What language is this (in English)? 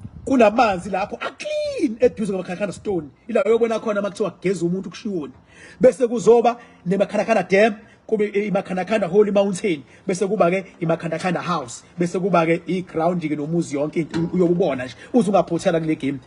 Zulu